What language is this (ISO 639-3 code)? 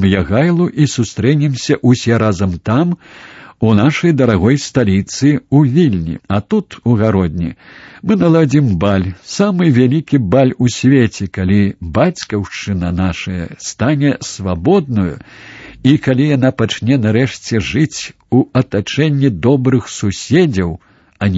bel